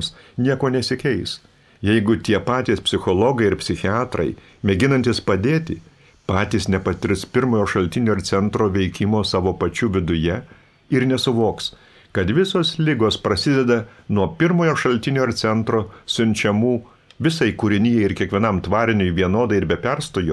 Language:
Lithuanian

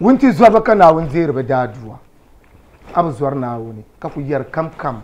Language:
Dagbani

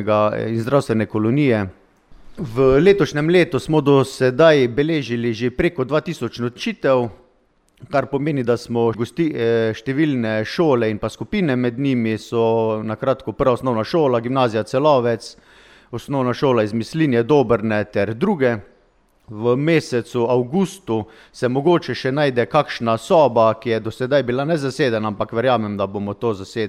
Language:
Slovenian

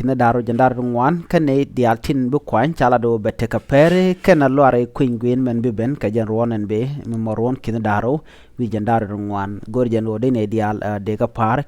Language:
Nuer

